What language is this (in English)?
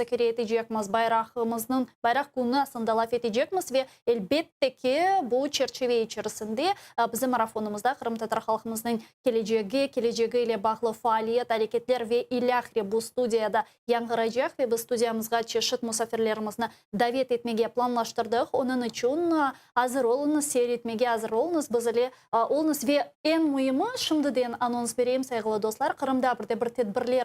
Crimean Tatar